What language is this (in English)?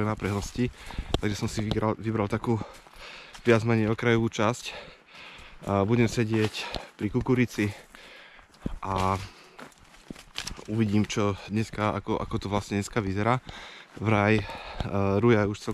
Slovak